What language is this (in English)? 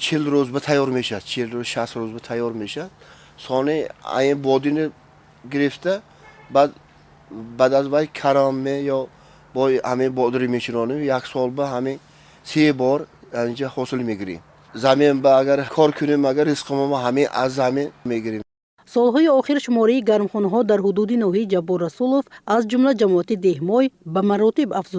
Tajik